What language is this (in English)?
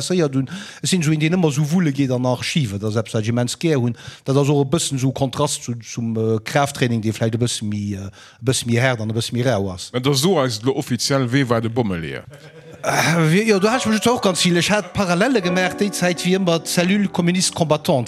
Luxembourgish